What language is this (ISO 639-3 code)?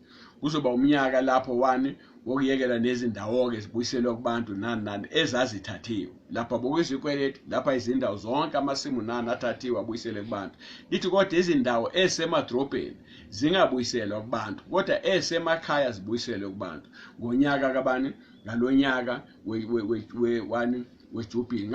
zul